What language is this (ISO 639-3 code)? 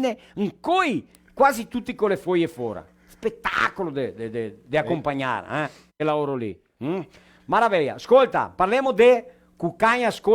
vec